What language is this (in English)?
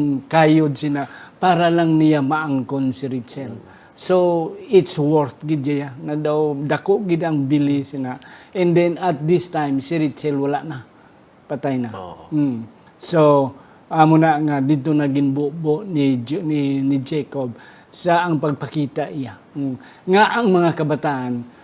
Hiligaynon